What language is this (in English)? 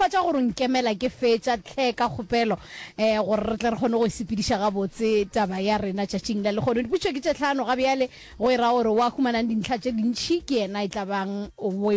Northern Sotho